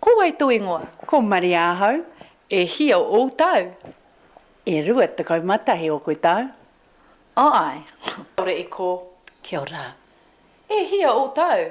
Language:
Māori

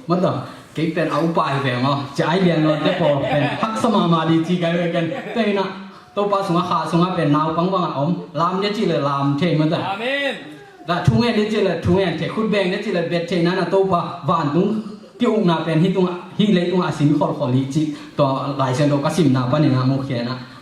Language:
Tedim Chin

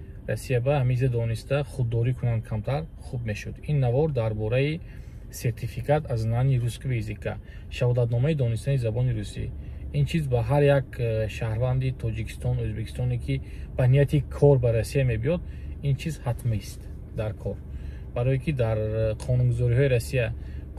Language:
Tajik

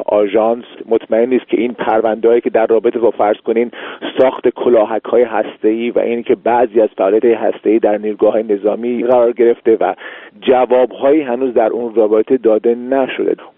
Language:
Persian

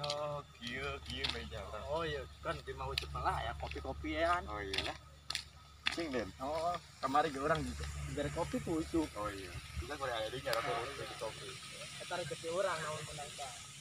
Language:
Sundanese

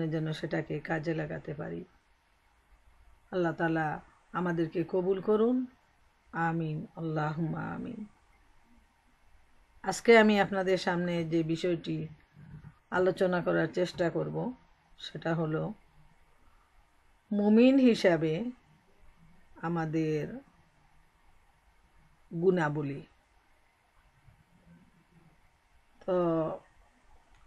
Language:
Bangla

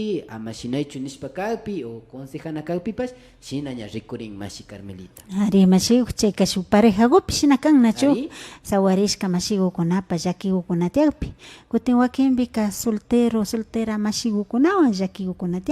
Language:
Imbabura Highland Quichua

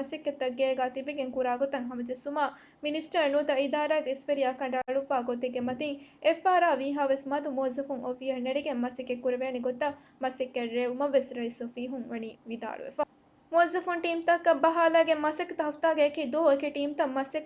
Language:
Divehi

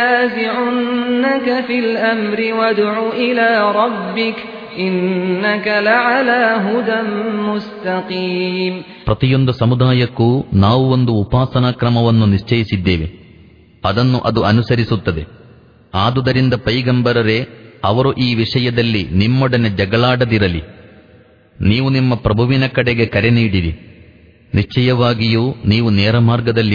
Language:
Kannada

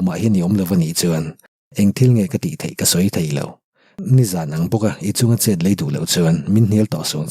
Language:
Mizo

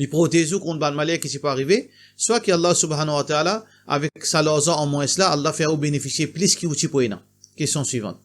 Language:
Morisyen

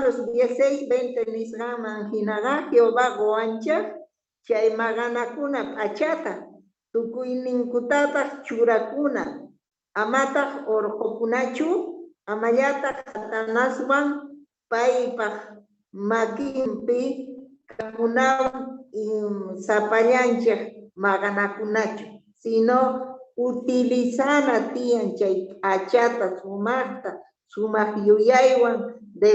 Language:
South Bolivian Quechua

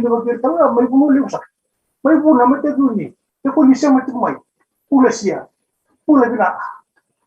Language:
Fijian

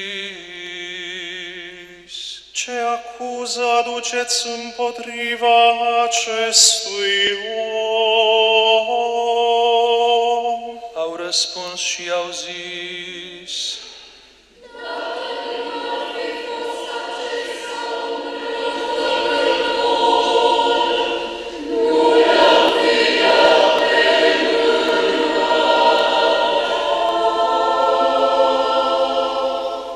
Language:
Romanian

